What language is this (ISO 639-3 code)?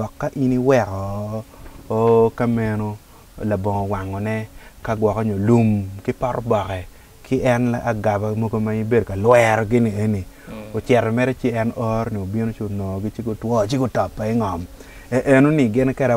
ach